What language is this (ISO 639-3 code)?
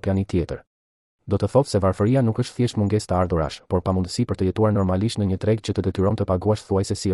sqi